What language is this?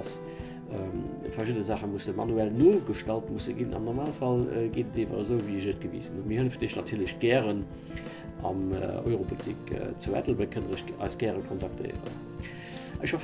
Luxembourgish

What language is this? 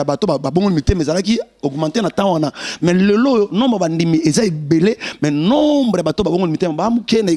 Lingala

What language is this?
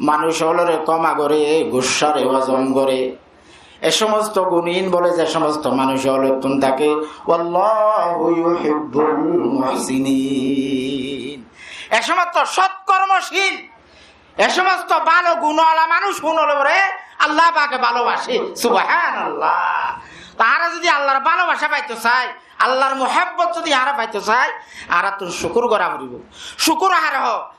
Rohingya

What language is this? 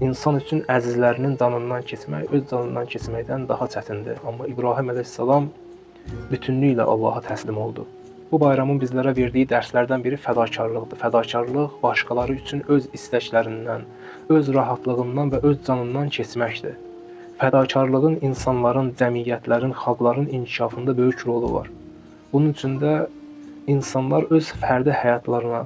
Azerbaijani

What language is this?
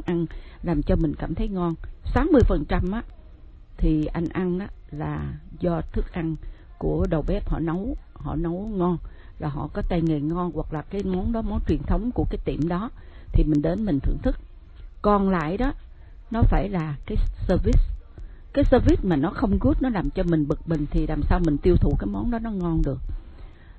Vietnamese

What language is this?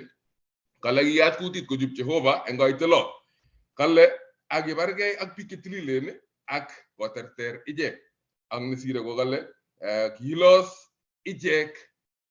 Kalenjin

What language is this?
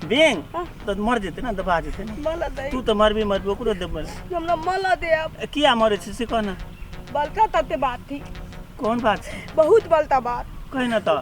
Maithili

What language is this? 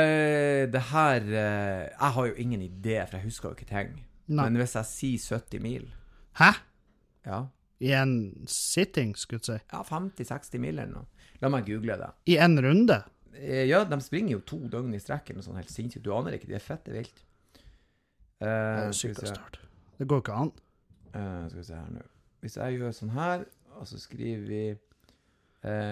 Norwegian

